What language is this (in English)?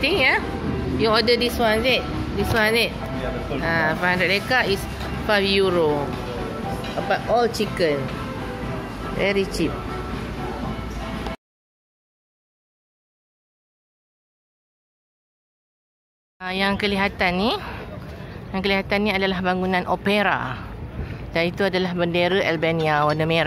Malay